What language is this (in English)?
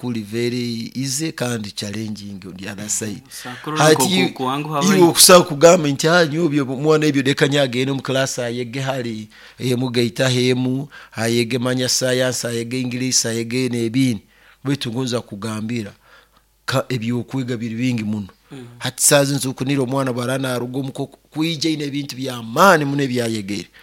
Nyoro